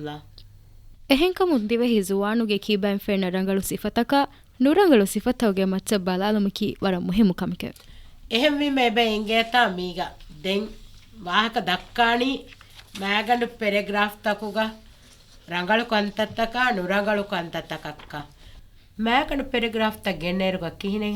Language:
Divehi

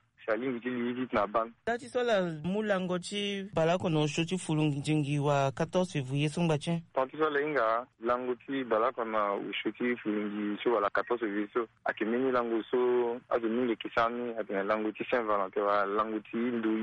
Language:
Sango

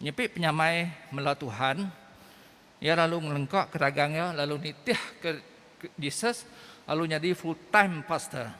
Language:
Iban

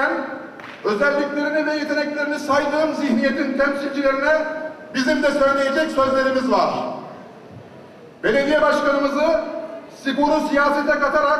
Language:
Turkish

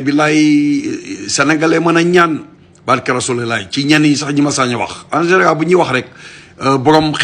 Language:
Wolof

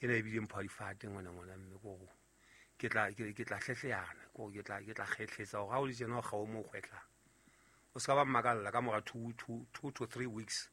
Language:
Southern Sotho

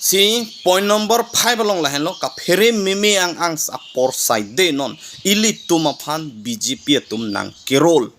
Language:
Karbi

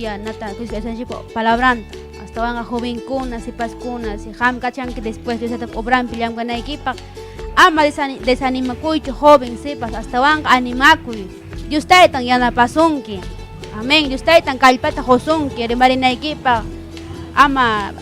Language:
Ayacucho Quechua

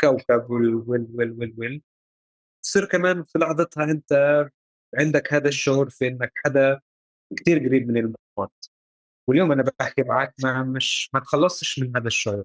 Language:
North Levantine Arabic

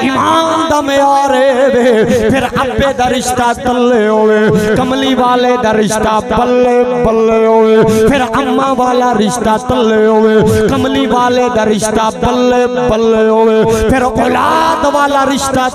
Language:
Saraiki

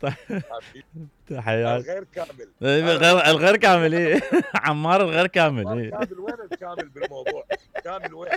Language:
Mesopotamian Arabic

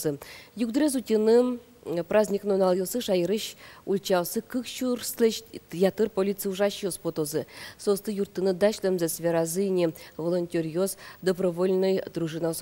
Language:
Udmurt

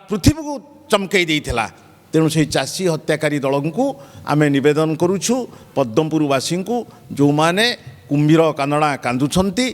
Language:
Odia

